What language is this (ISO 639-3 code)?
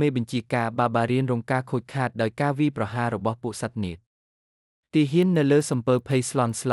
khm